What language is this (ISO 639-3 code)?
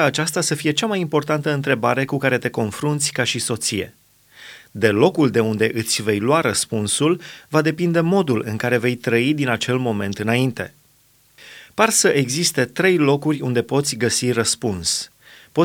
ron